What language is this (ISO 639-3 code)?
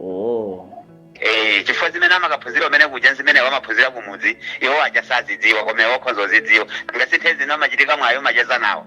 nya